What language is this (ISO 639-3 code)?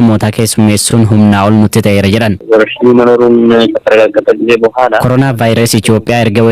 orm